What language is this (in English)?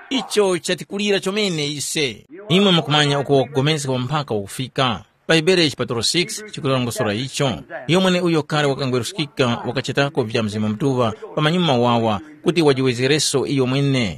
Tumbuka